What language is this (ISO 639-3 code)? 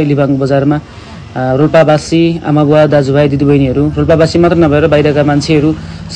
nep